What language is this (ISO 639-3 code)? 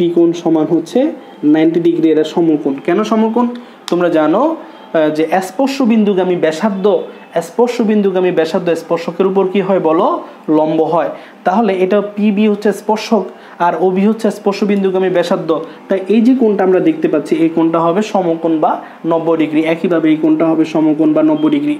ben